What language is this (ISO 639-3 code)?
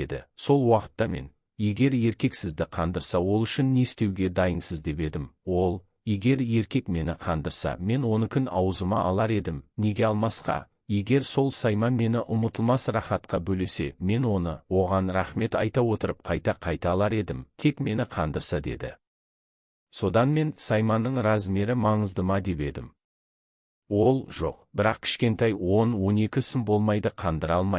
kaz